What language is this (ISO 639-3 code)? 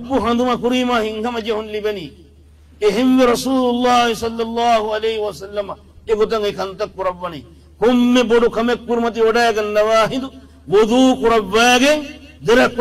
div